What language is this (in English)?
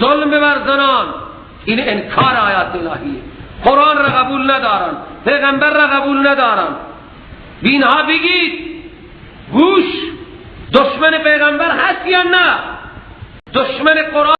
Persian